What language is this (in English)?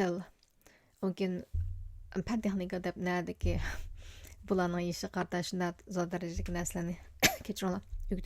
Uyghur